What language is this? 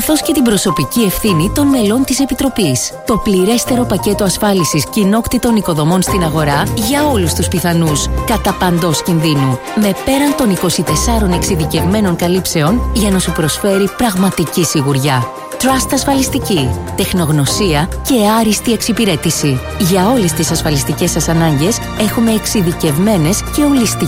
Greek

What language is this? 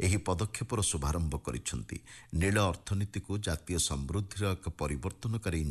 Odia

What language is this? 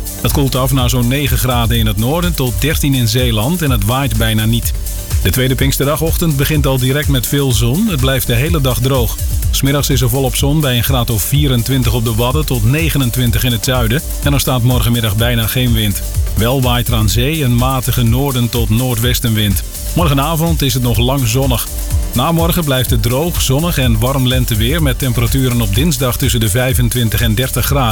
Dutch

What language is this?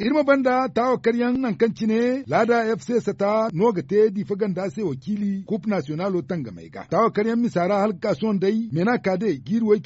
Zarma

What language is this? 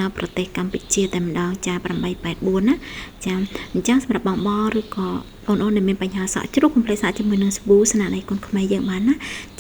Khmer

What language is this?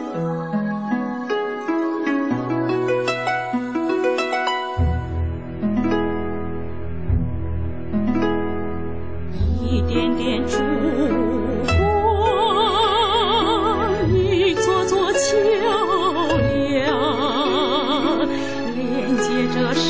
Chinese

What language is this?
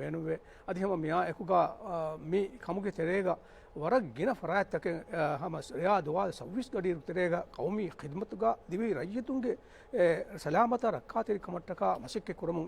Divehi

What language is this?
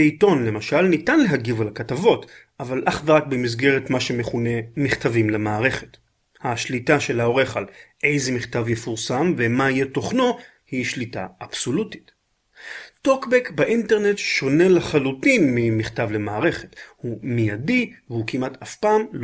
Hebrew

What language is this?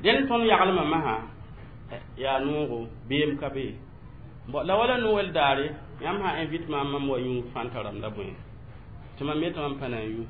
Mossi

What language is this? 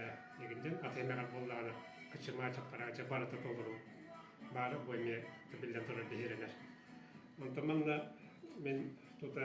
Yakut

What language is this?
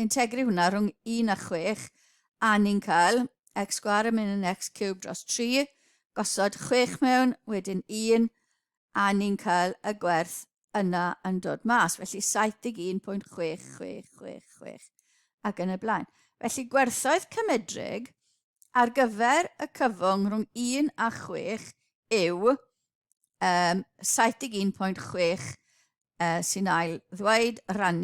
Welsh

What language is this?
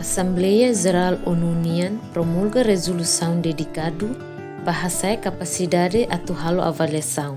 Tetum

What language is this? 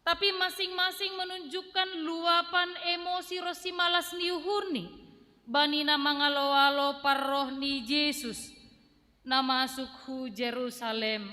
Batak Simalungun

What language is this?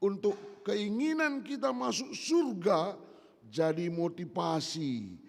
Batak Karo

